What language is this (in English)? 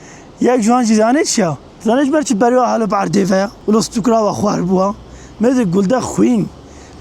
Kurdish